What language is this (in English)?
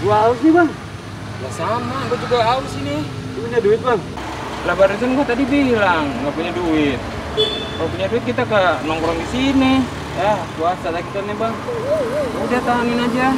Betawi